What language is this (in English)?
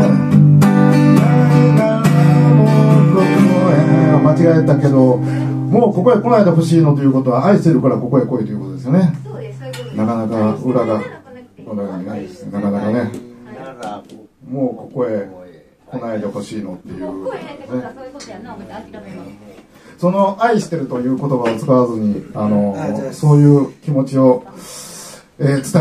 Japanese